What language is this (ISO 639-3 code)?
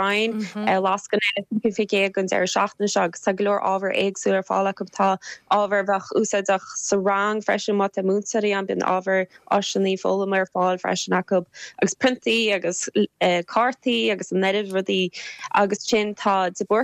gle